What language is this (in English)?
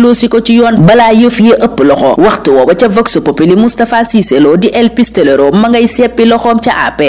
Wolof